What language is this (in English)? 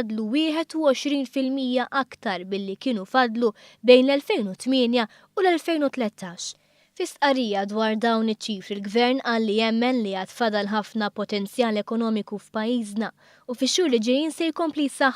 Maltese